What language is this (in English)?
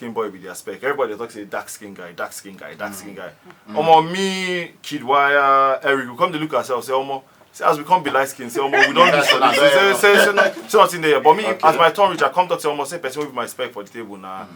Nigerian Pidgin